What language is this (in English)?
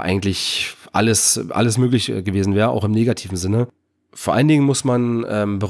German